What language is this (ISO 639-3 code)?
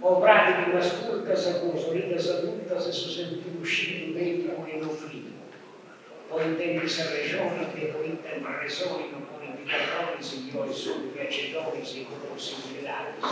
srd